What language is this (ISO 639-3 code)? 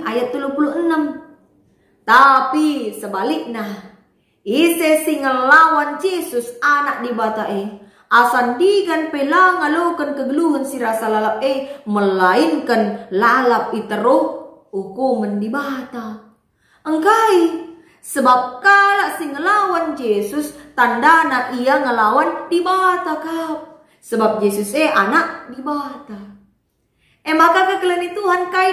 btx